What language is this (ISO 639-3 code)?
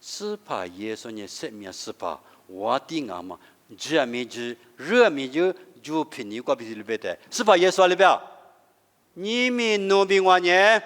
lis